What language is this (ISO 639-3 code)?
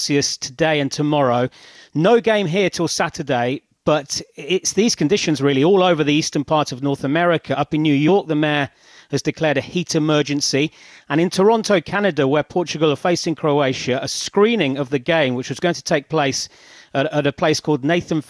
eng